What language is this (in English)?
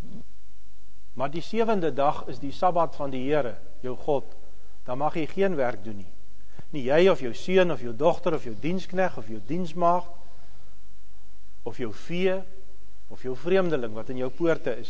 Afrikaans